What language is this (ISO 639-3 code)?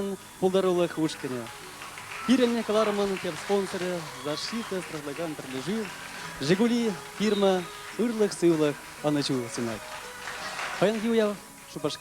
chv